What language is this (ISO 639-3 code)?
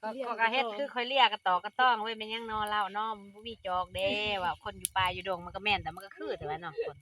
lao